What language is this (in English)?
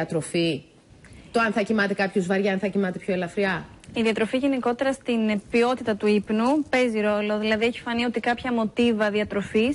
Greek